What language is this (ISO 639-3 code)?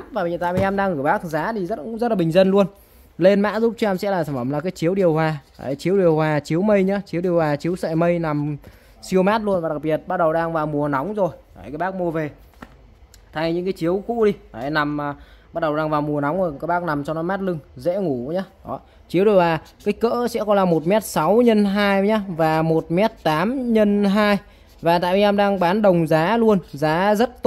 vie